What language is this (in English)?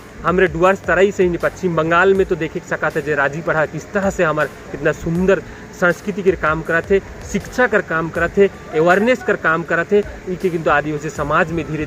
Sadri